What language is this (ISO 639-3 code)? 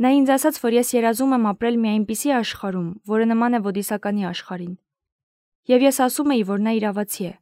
hye